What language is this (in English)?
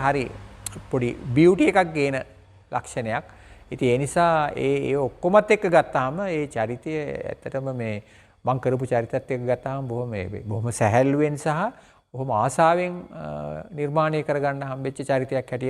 Sinhala